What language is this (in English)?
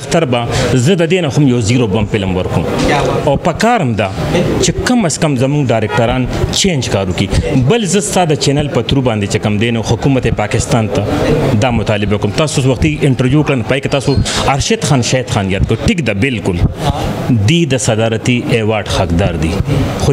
Pashto